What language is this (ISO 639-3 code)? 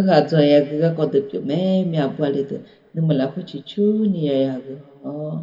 ahk